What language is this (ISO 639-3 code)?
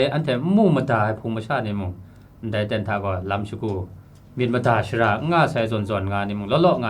kac